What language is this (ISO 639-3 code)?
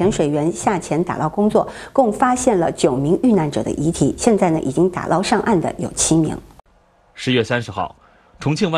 zho